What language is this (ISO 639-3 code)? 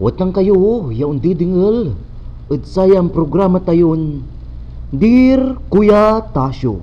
pag